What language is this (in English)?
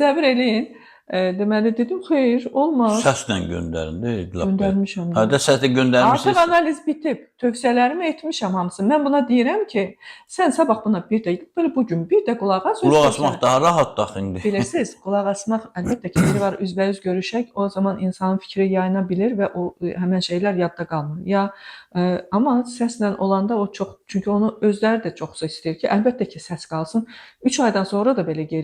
Azerbaijani